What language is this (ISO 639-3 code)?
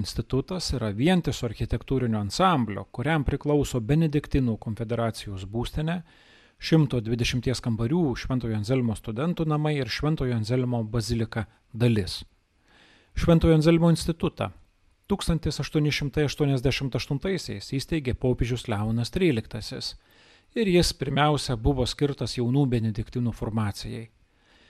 lit